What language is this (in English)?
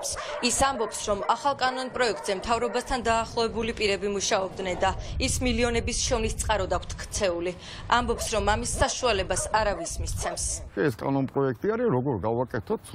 Georgian